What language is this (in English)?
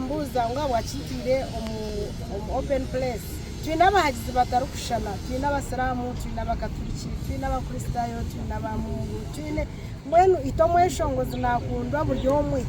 Nyankole